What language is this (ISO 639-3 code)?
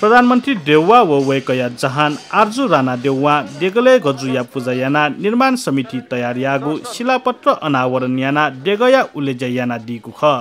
new